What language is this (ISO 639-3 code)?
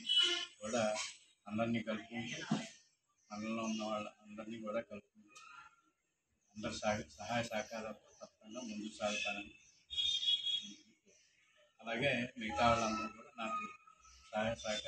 tel